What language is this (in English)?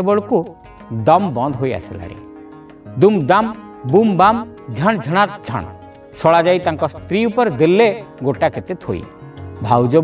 Odia